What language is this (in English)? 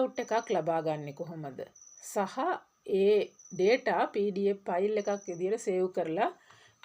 Sinhala